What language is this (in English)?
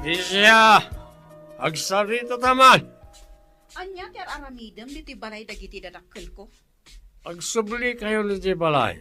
Iloko